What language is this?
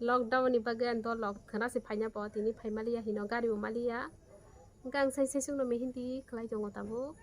Kok Borok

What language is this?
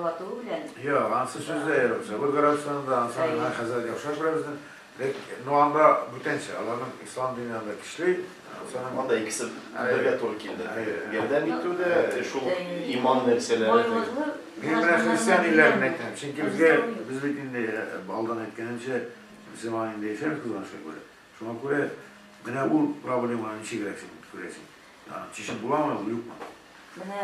Tatar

